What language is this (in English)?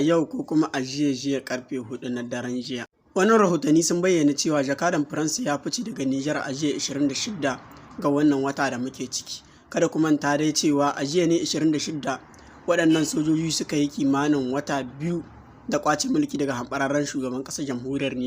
Hausa